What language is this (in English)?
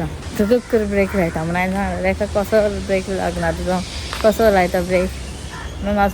Konkani